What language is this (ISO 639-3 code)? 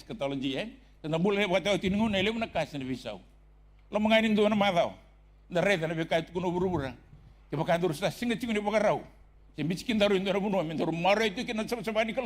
fij